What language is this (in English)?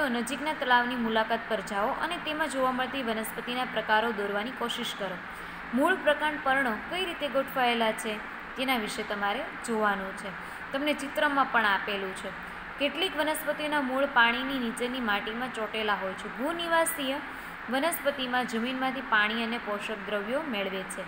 Gujarati